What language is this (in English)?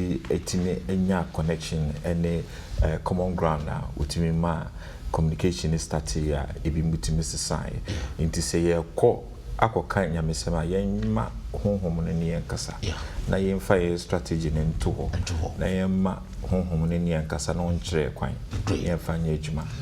Akan